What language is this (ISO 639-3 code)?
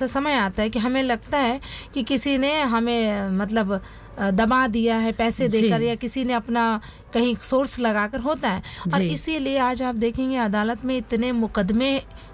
hin